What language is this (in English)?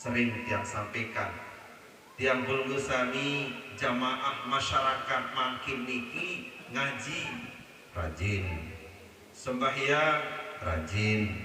Sasak